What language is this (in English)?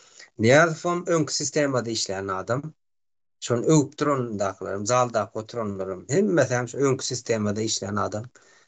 Turkmen